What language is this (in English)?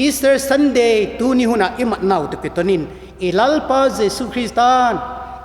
Vaiphei